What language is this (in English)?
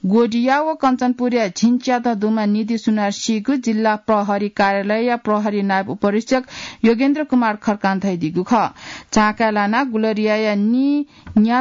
Newari